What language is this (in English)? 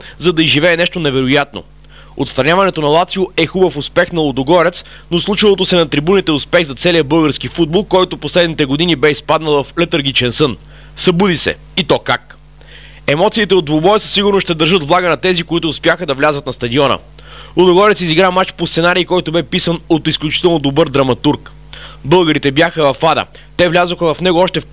Bulgarian